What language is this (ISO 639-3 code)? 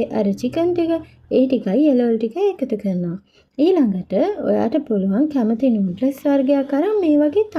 sin